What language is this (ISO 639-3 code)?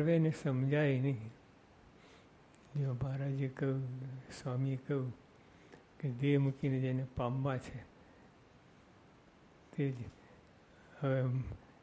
guj